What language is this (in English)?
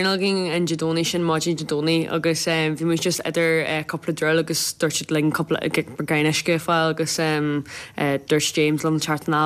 Irish